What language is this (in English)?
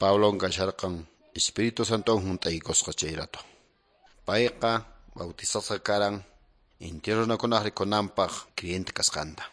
Quechua